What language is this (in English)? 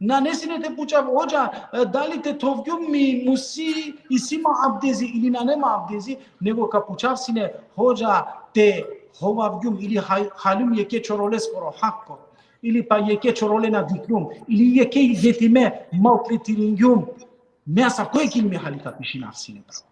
Balkan Romani